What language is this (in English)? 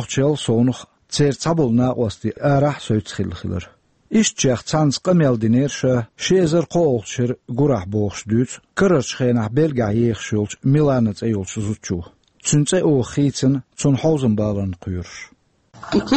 Chechen